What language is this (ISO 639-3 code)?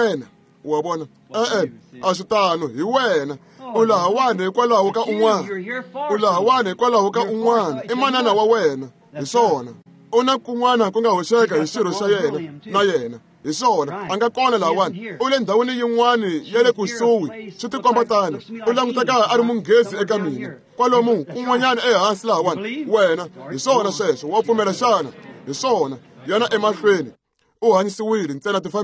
tso